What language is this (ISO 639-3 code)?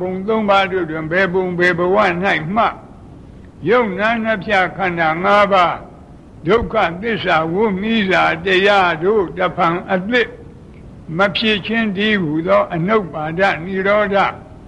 mya